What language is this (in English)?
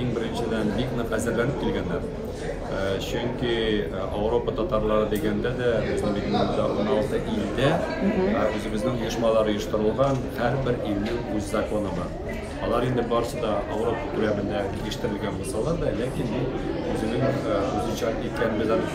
Tatar